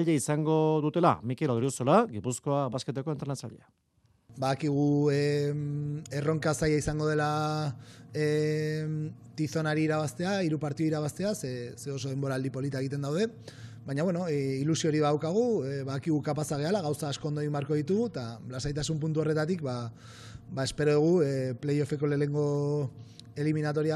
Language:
Basque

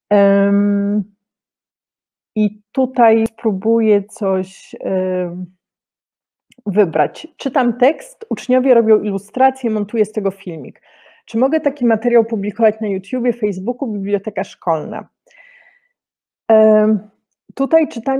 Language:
Polish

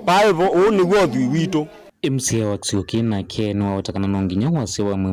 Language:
Kamba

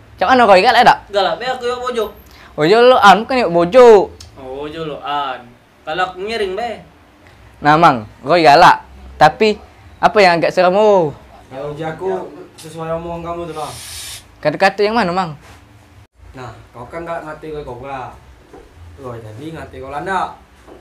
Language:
Musi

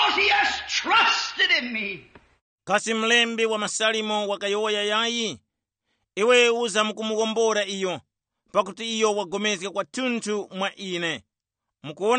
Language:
Tumbuka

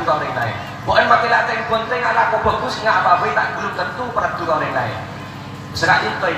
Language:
Madurese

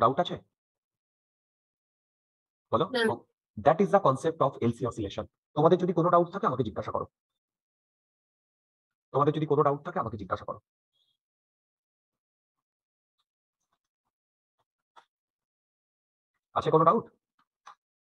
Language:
Bangla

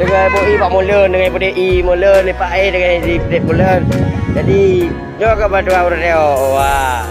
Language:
Achinese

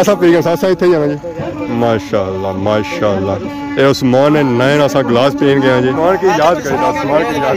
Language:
Pahari-Potwari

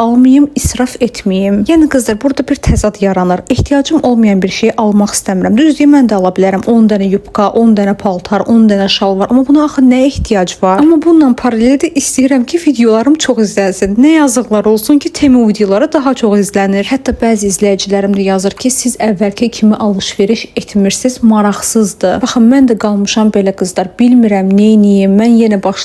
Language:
Azerbaijani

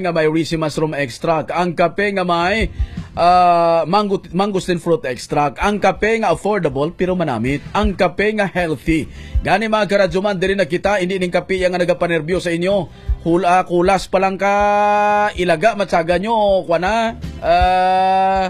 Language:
Hiligaynon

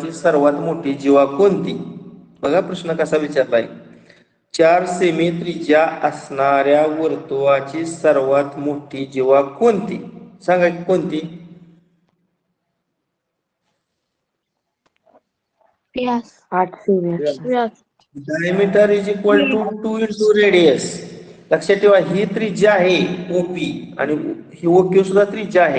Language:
Marathi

